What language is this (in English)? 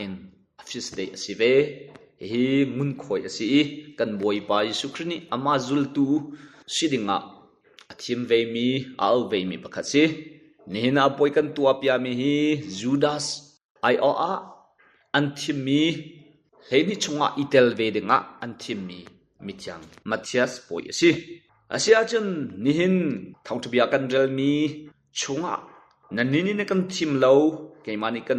Hakha Chin